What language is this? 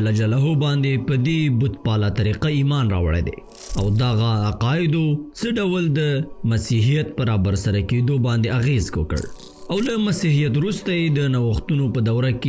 Pashto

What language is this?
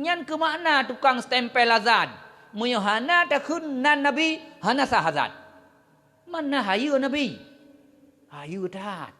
Achinese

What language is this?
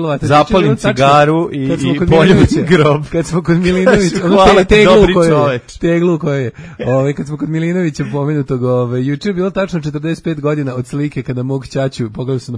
Serbian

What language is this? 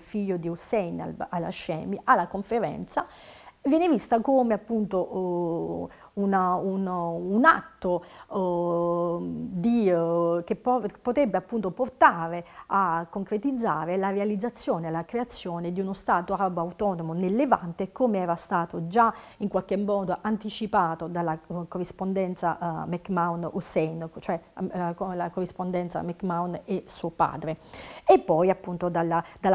Italian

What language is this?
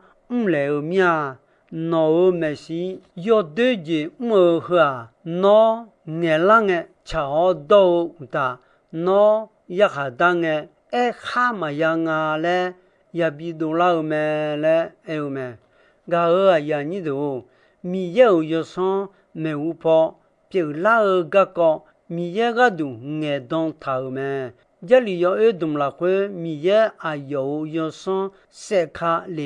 Akha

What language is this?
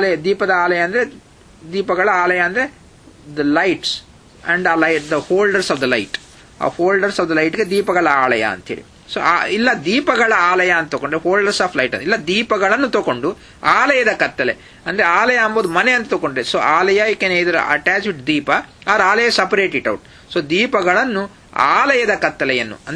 Kannada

